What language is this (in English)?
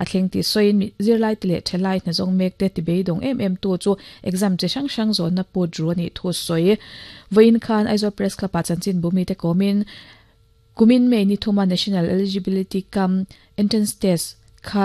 Mizo